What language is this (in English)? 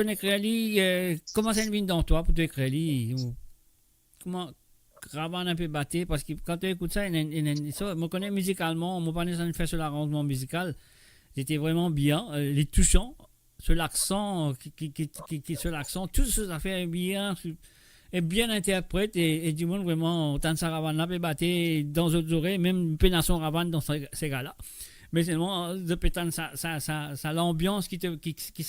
Morisyen